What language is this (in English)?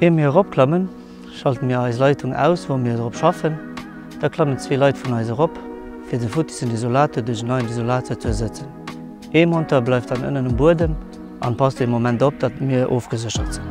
Luxembourgish